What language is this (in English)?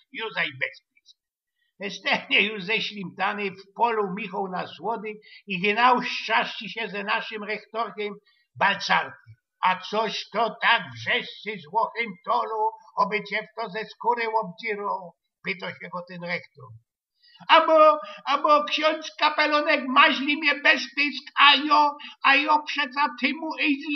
Silesian